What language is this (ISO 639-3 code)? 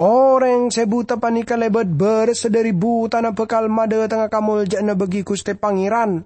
mad